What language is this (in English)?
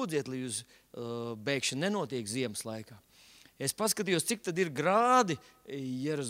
Latvian